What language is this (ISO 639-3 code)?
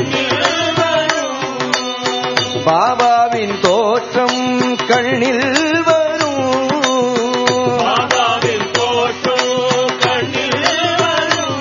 tam